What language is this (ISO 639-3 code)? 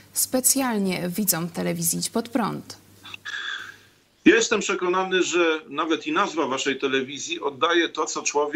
pol